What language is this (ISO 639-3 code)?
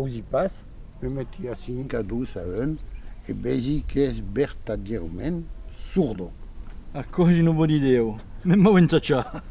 oci